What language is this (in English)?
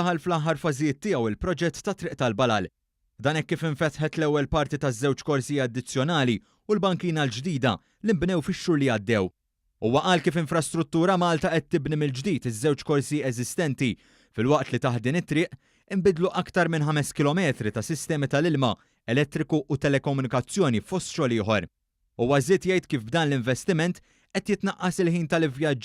Maltese